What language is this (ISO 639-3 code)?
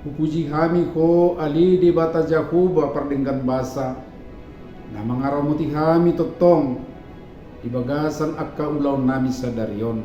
bbc